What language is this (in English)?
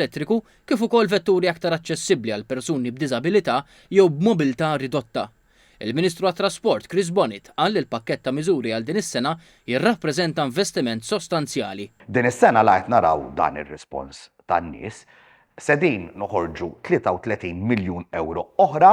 Maltese